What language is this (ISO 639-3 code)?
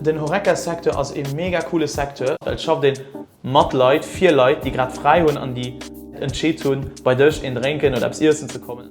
ltz